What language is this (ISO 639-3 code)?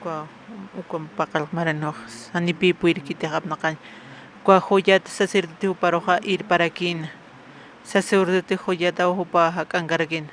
aym